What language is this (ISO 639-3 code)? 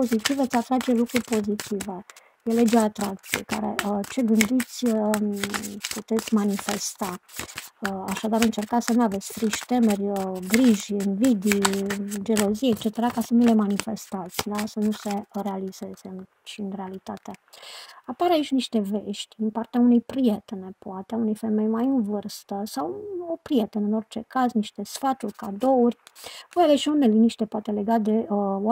ron